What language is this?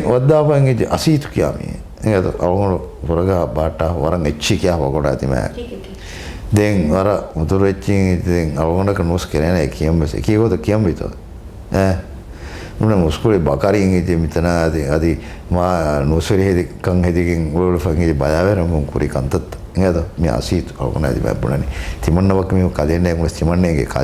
Divehi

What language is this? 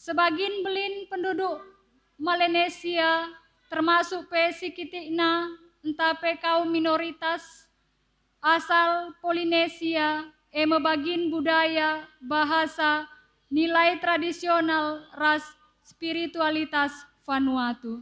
Batak Karo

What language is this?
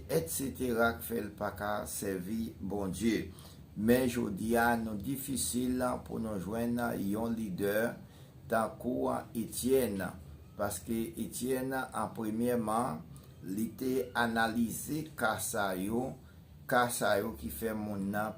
Haitian Creole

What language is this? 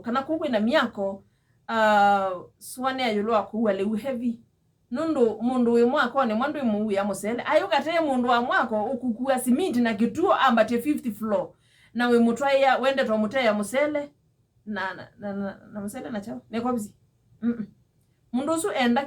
Kamba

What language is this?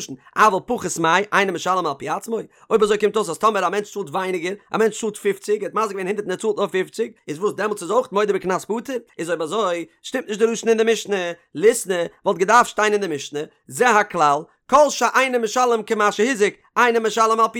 Yiddish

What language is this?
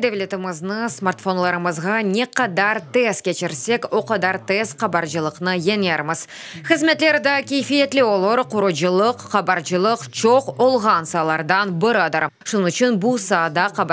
Crimean Tatar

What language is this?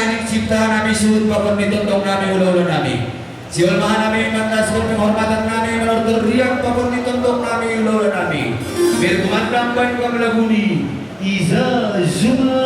Batak Simalungun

